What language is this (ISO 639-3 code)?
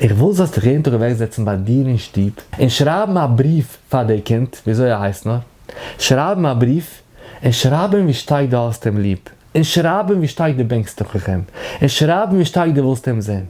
yid